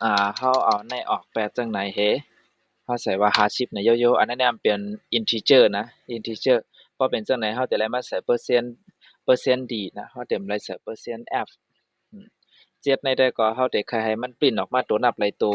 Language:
Shan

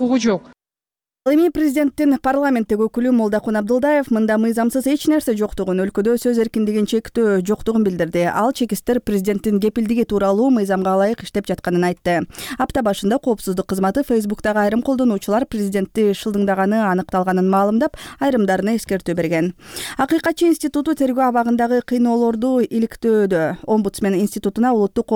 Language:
Kyrgyz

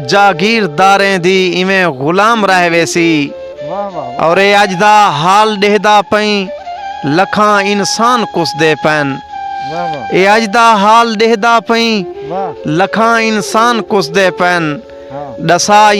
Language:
Saraiki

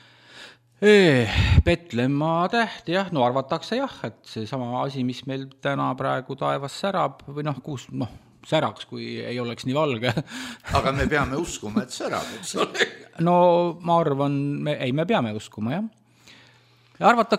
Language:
Estonian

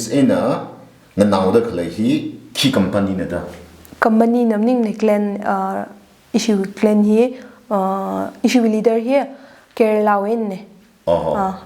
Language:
Tangkhul Naga (India)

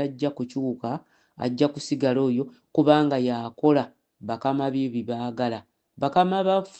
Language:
Ganda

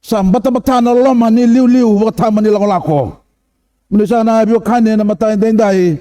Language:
Fijian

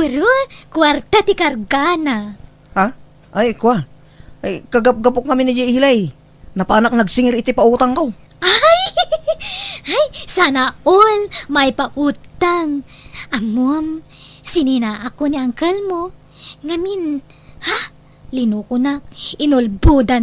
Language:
Iloko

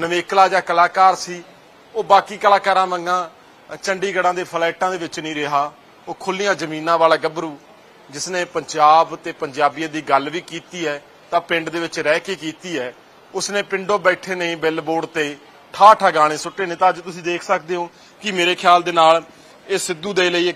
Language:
Punjabi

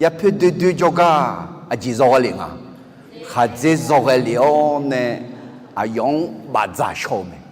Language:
Akha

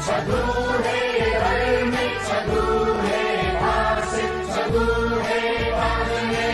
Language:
Newari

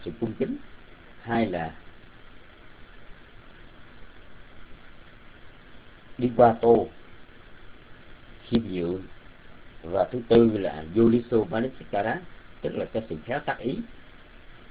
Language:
Vietnamese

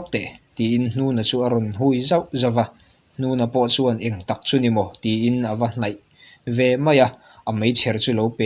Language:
Mizo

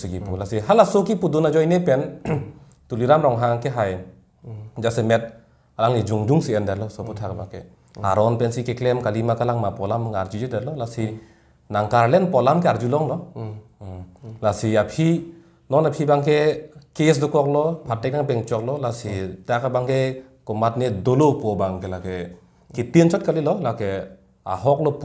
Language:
Karbi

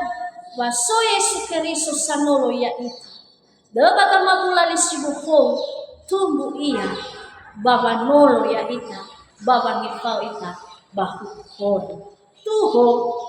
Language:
Nias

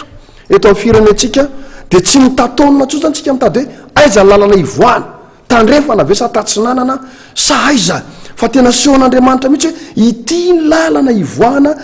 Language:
Malagasy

